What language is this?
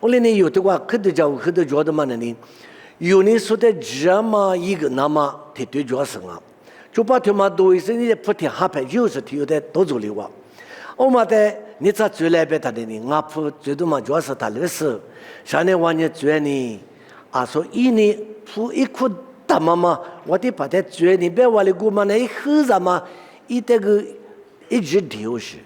Lisu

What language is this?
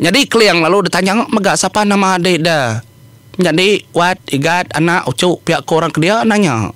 Iban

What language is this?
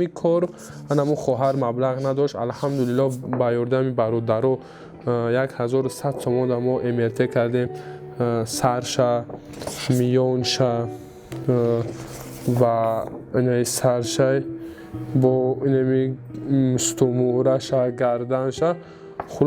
Tajik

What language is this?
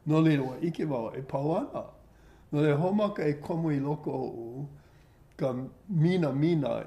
Hawaiian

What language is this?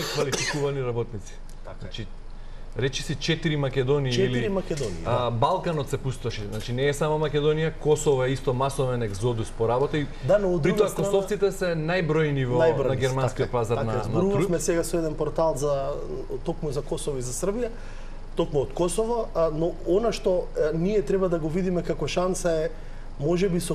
Macedonian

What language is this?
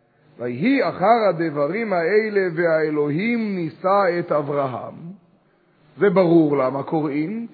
Hebrew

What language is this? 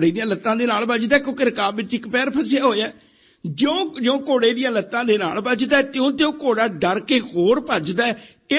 Punjabi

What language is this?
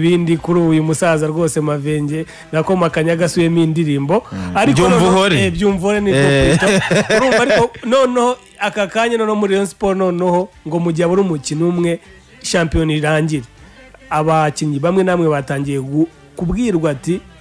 Kinyarwanda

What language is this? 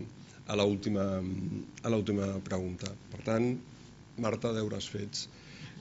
Catalan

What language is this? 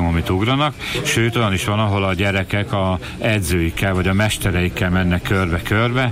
Hungarian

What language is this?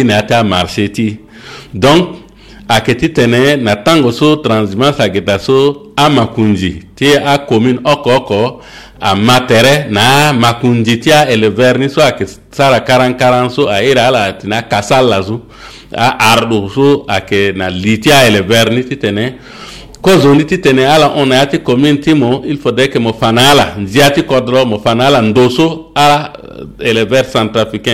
Sango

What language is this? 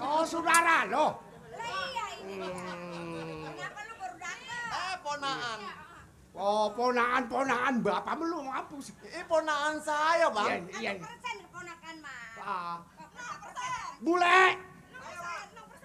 Betawi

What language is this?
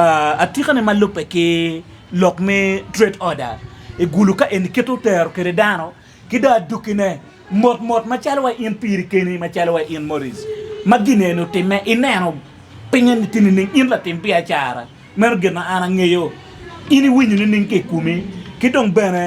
Acoli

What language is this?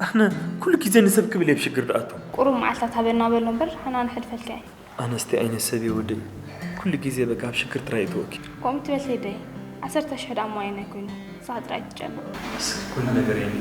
Tigrinya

